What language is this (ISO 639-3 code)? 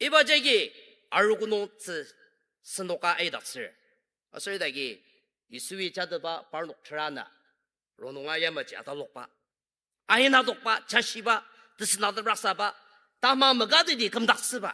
njo